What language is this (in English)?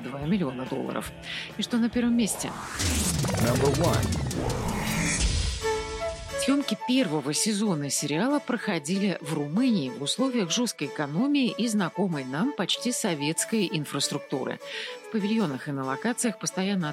Russian